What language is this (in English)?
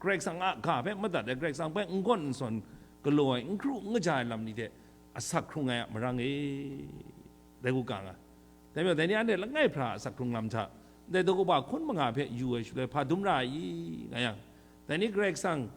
Kachin